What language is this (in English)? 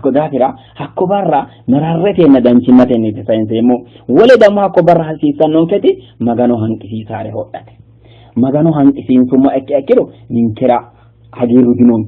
Sidamo